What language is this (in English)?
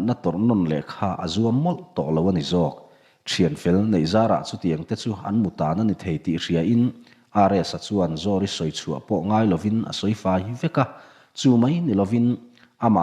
Mizo